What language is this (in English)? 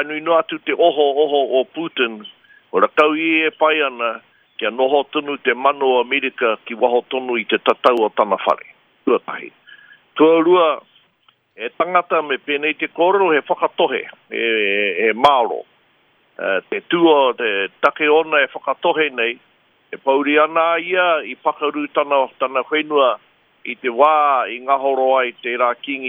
Māori